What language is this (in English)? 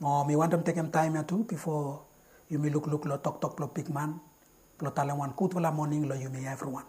Bislama